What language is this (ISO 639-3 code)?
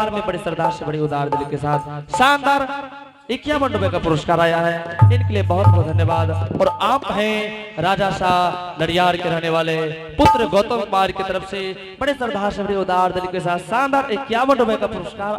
anp